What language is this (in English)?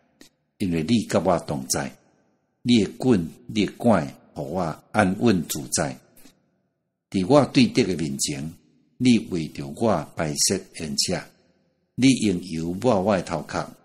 Min Nan Chinese